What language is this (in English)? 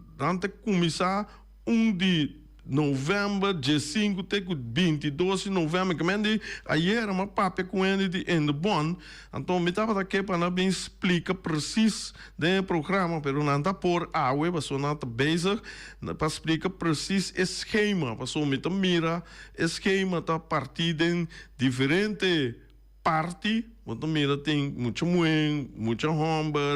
Papiamento